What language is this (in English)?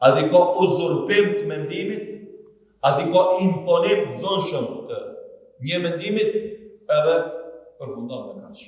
Albanian